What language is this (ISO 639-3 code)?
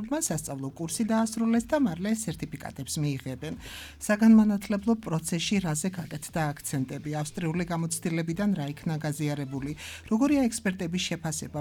kat